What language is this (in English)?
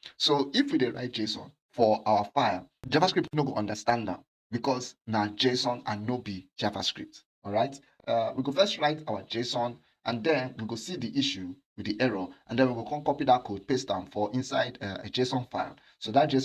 Nigerian Pidgin